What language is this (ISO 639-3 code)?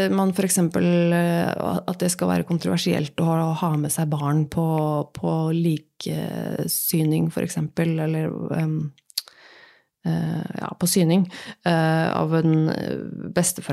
nor